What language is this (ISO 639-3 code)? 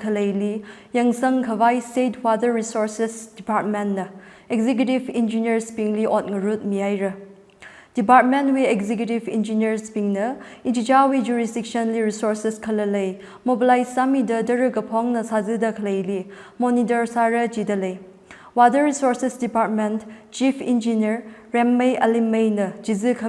nmf